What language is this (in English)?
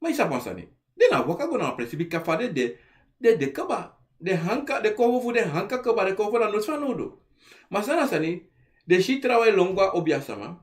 Sranan Tongo